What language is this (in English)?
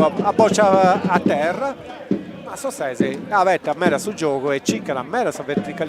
Sardinian